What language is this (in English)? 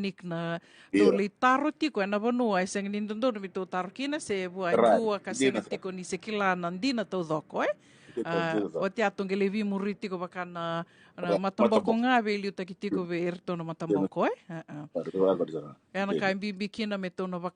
Fijian